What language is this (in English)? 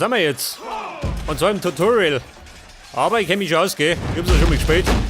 Bavarian